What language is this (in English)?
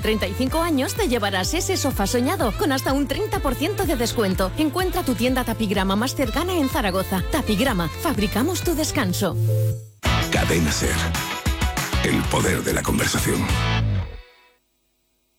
Spanish